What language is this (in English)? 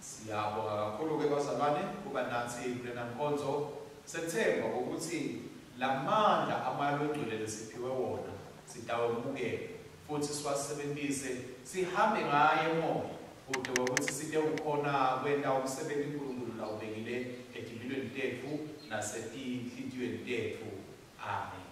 Swati